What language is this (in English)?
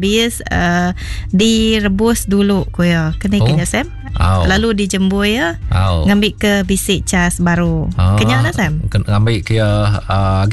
Iban